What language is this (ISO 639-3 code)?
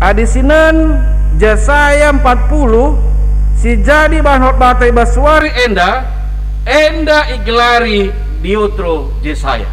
btx